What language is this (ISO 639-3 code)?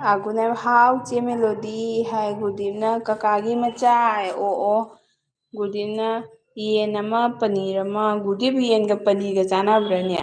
mni